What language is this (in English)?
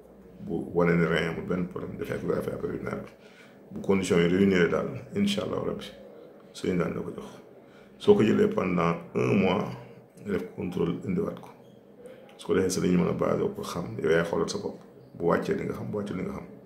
Wolof